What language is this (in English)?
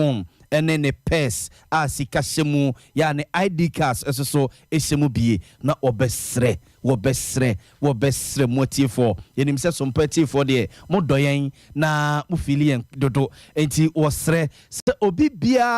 Akan